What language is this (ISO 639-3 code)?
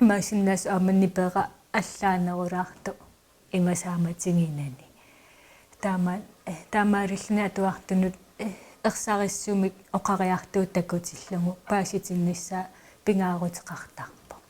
kal